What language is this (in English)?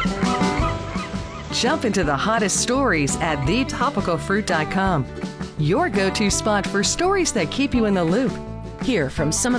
English